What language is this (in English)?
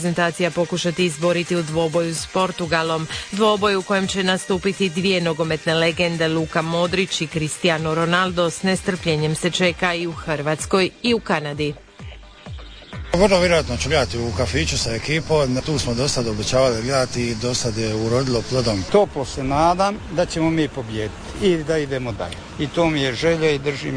Croatian